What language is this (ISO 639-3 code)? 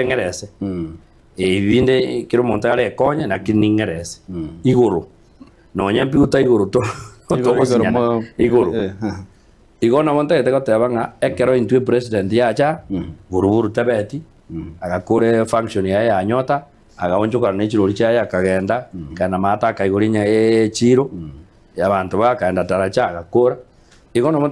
guz